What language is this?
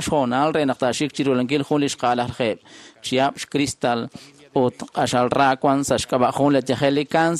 Kekchí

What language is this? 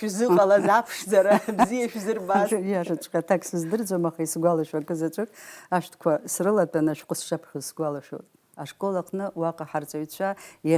Abkhazian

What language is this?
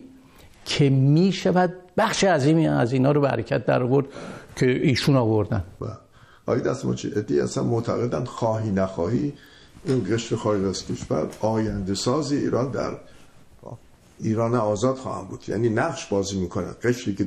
Persian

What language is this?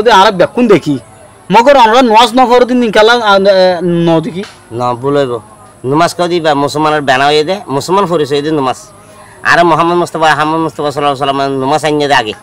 Rohingya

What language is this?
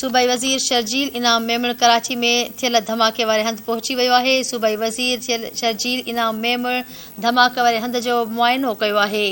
Sindhi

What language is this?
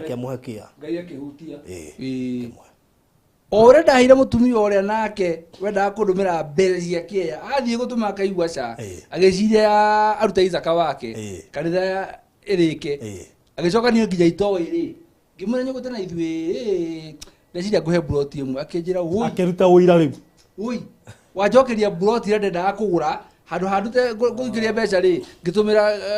Kikuyu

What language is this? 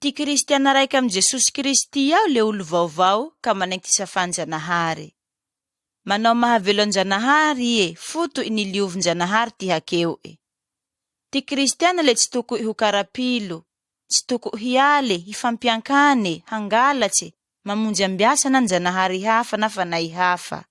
Malagasy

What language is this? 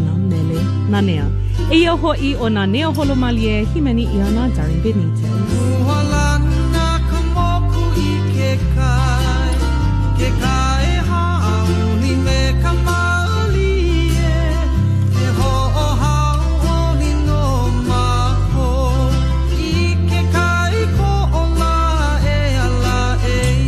Hawaiian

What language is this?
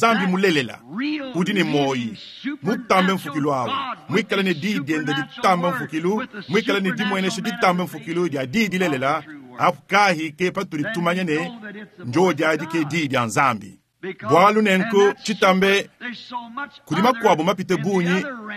Luba-Lulua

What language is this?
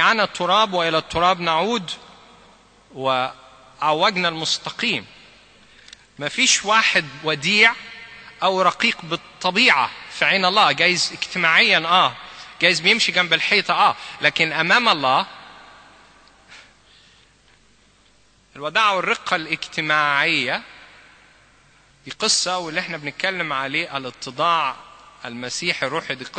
Egyptian Arabic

